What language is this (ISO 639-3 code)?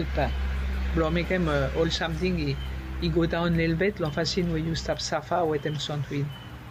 bis